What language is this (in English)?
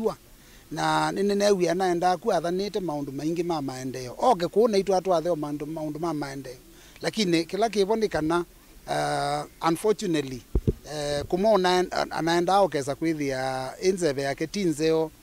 Kamba